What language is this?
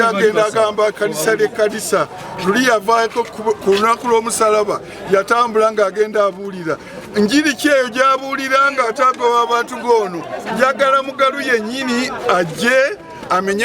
Ganda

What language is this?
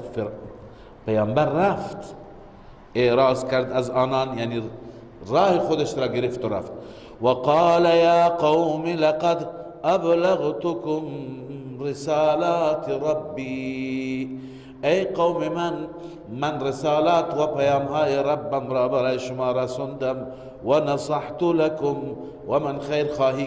Persian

